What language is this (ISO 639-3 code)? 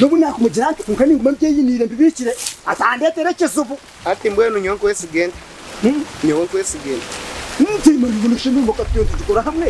nyn